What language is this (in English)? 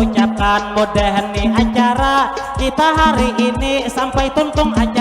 Banjar